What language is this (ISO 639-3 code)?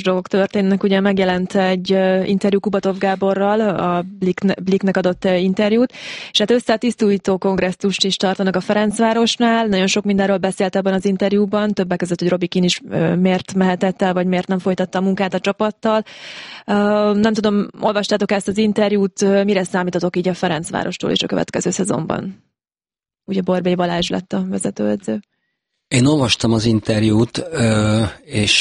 hun